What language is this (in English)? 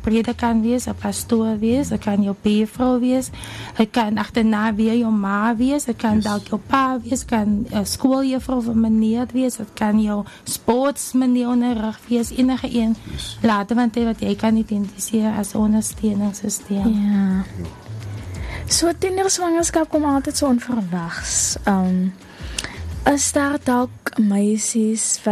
Afrikaans